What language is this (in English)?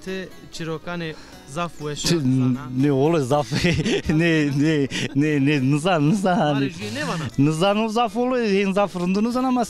Zaza